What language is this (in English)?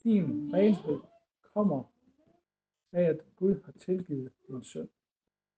Danish